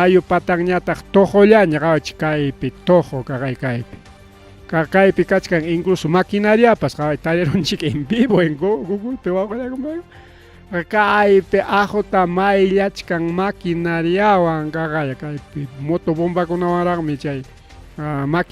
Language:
Ayacucho Quechua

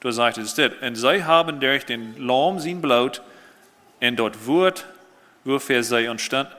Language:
Plautdietsch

